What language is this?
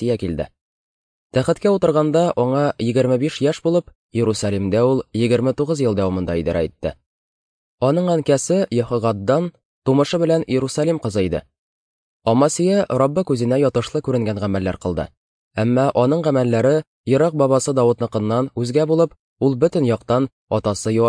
Tatar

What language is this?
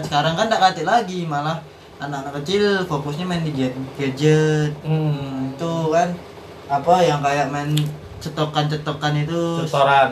Indonesian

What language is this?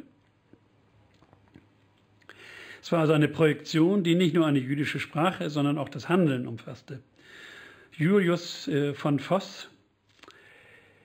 German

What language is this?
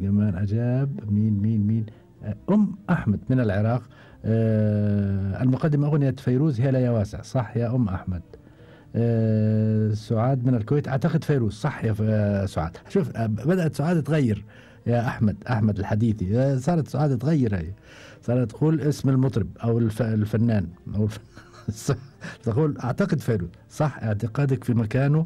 Gulf Arabic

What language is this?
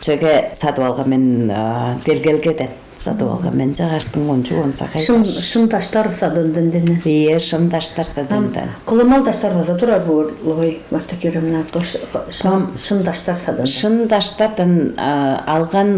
Tuvinian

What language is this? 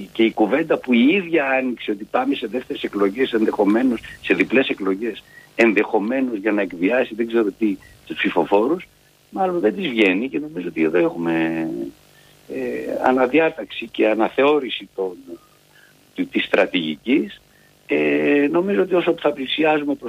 Greek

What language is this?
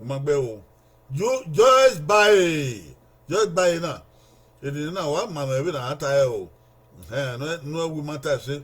Bini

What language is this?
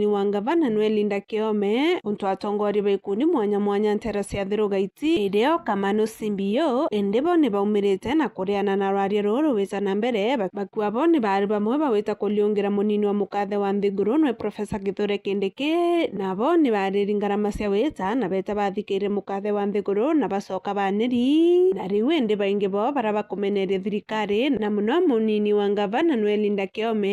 Meru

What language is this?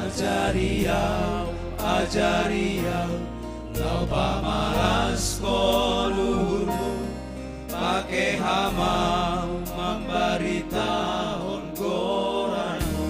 Batak Simalungun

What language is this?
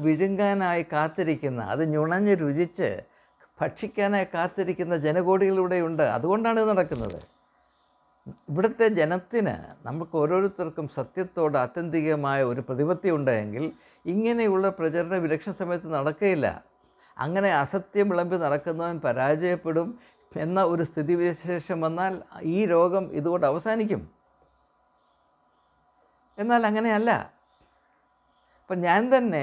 Malayalam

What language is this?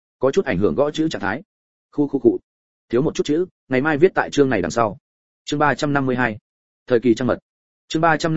Vietnamese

